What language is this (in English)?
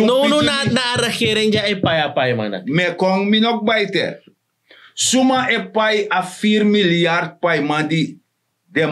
Sranan Tongo